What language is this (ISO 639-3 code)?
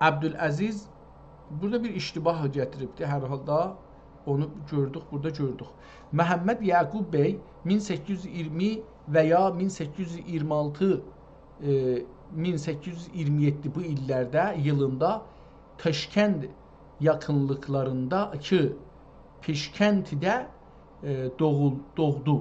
azb